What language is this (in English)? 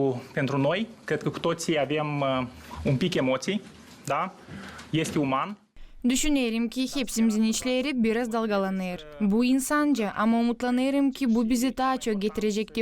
Gagauz